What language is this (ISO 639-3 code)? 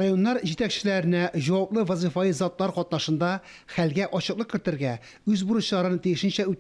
tat